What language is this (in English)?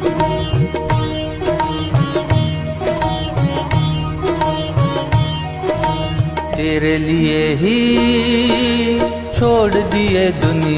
Kannada